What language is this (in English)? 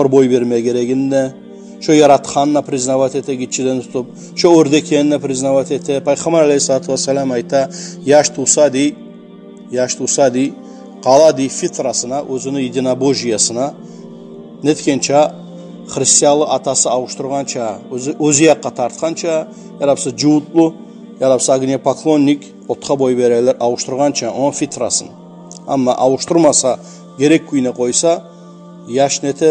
Kumyk